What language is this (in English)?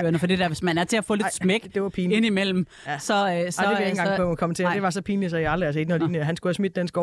Danish